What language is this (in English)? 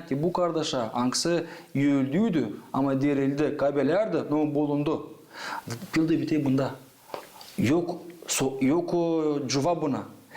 Gagauz